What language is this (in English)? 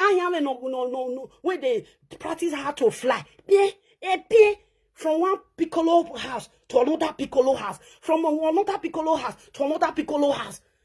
Nigerian Pidgin